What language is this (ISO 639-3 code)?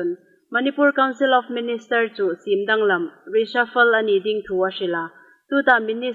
hmr